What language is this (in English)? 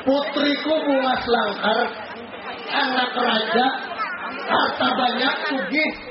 Banjar